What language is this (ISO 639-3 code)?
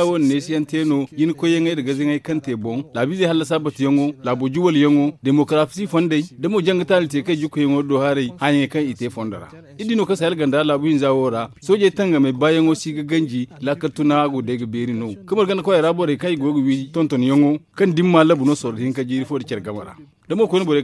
dje